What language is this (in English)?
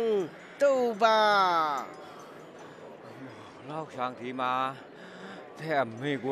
Vietnamese